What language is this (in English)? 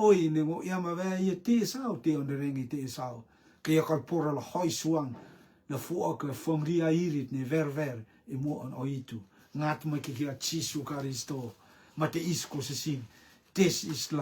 Rotuman